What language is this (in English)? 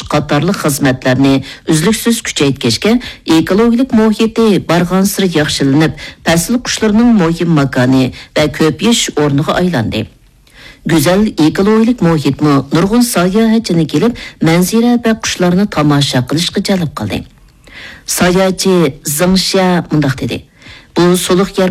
Uyghur